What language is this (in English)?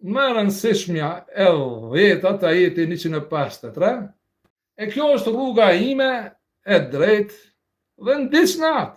Albanian